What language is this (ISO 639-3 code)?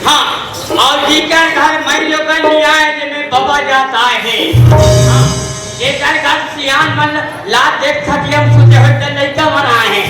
hne